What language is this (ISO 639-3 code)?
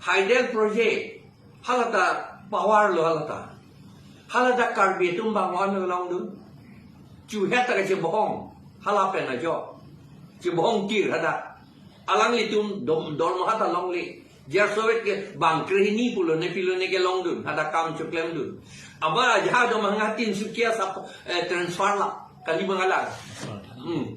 mjw